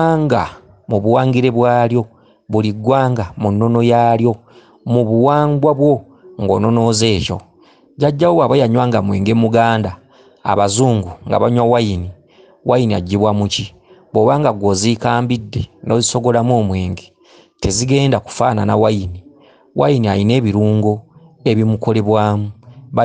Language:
Ganda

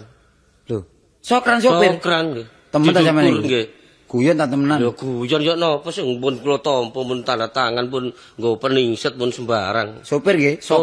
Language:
Javanese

